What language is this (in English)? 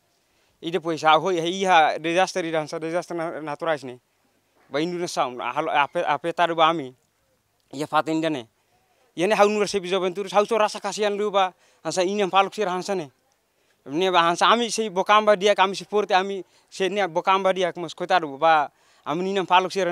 Tetum